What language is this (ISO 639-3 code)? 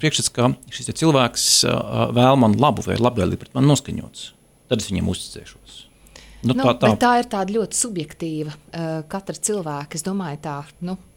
lav